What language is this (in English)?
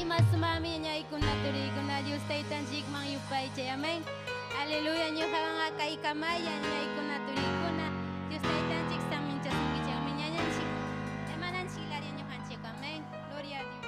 Ayacucho Quechua